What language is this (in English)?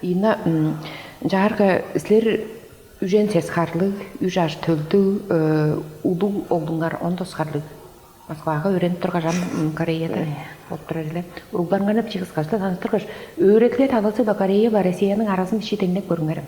Tuvinian